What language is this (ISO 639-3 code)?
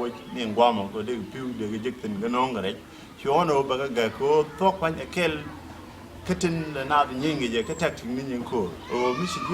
nus